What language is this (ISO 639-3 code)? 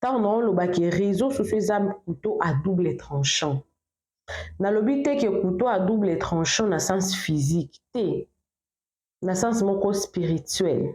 lin